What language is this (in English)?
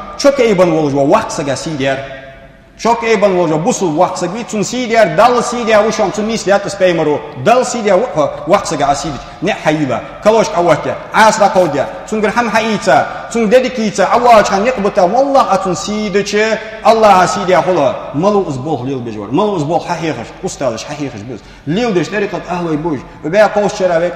Ingush